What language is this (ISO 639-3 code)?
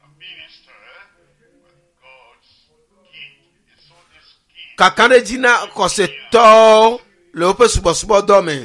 ewe